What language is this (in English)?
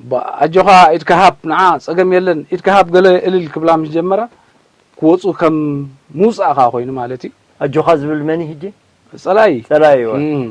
Tigrinya